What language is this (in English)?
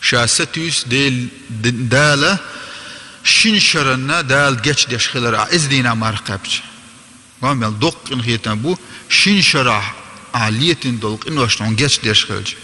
Chechen